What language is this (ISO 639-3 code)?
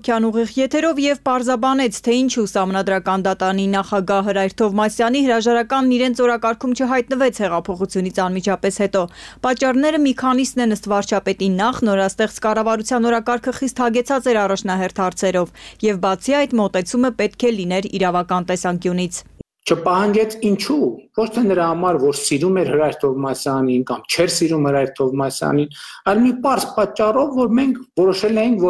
hye